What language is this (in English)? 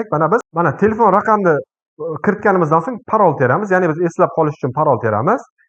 Uzbek